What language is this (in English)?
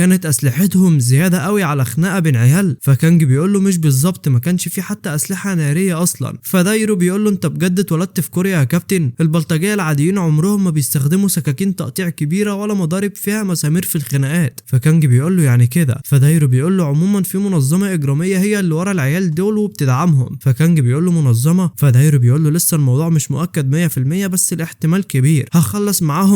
Egyptian Arabic